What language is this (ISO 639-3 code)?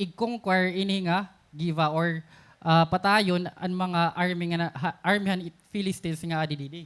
war